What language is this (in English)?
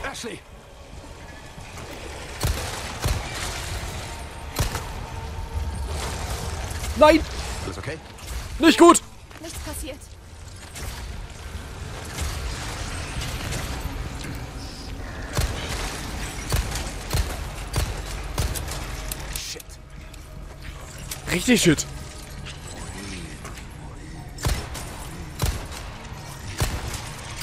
German